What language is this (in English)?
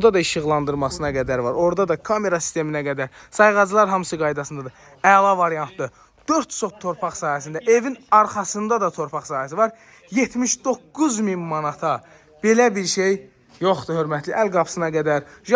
Azerbaijani